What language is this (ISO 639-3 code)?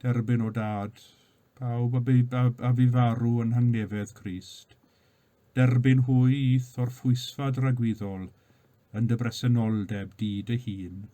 cym